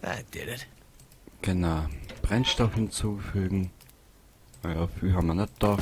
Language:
Bavarian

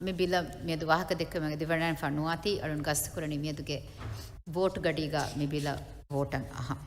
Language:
Divehi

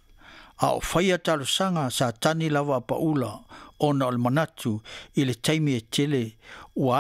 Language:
Samoan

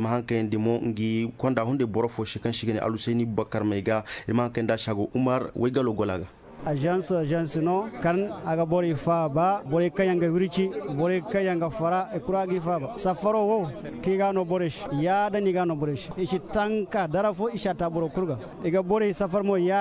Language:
Zarma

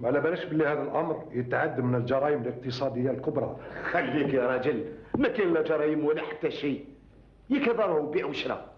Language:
Algerian Arabic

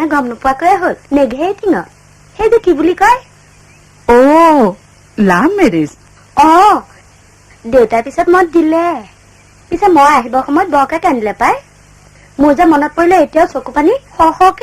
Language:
Assamese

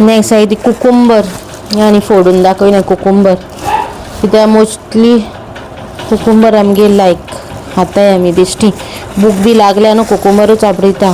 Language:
Konkani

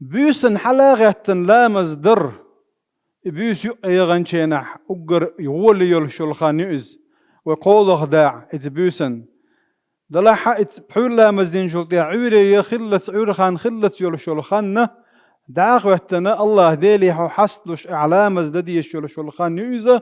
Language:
Chechen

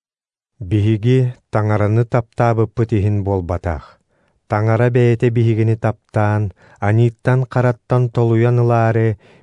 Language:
Yakut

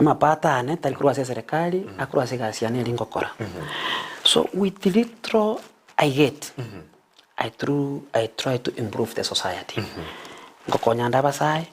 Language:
Gusii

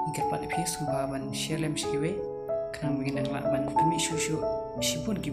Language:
Khasi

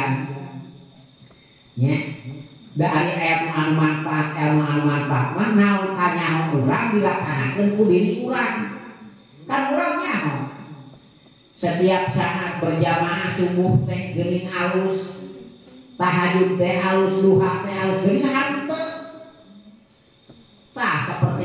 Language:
Sundanese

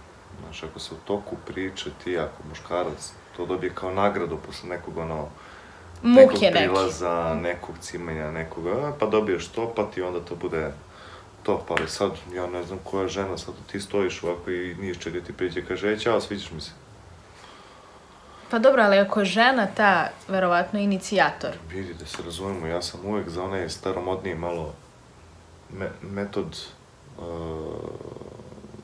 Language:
Serbian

